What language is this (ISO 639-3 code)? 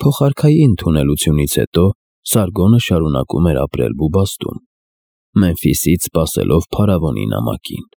hye